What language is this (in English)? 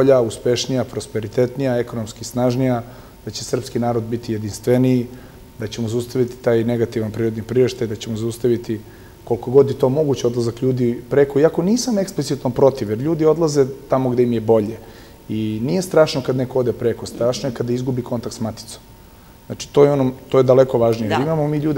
Serbian